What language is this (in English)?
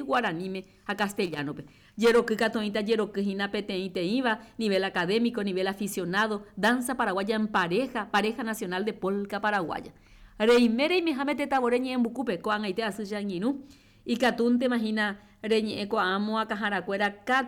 Guarani